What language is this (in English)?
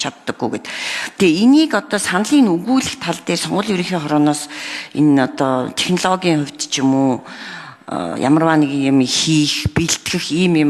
Mongolian